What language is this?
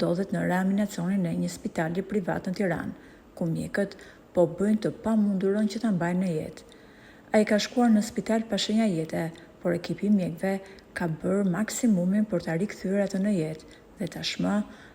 Albanian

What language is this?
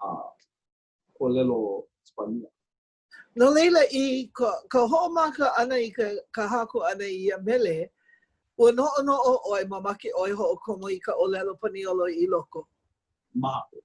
Hawaiian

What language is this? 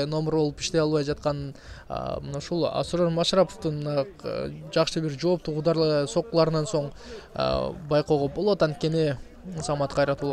Kyrgyz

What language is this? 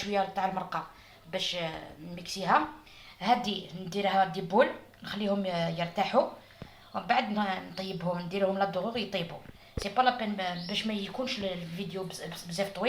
Algerian Arabic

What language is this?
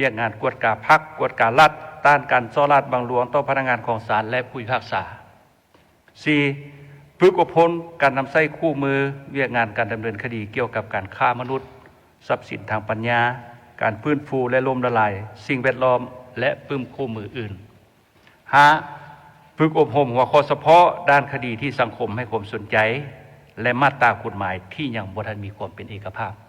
Lao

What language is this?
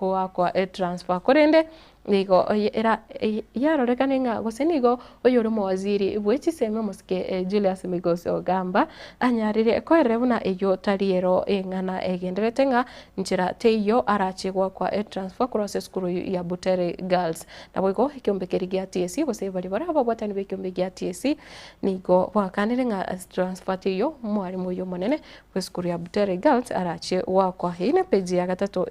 Gusii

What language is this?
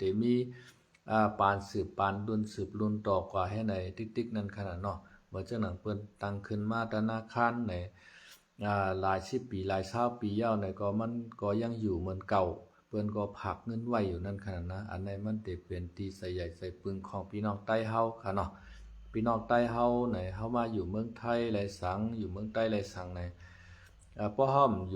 Shan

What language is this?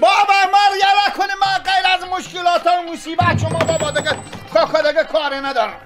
Persian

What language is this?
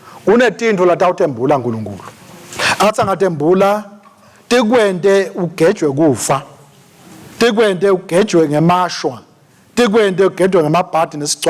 Swati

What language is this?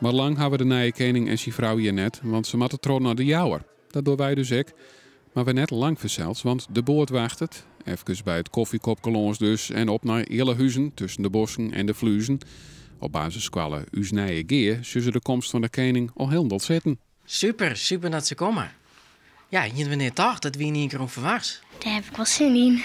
Western Frisian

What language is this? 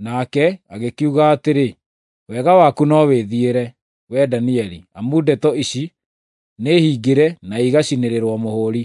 Kikuyu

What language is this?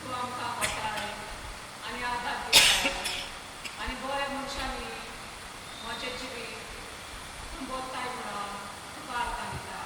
Konkani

